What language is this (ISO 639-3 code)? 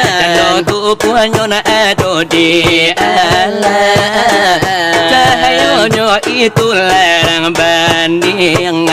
min